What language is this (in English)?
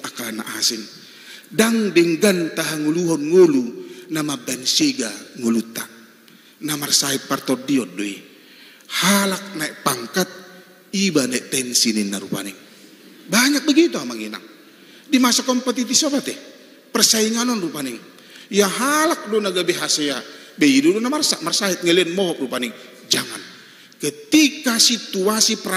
Batak Toba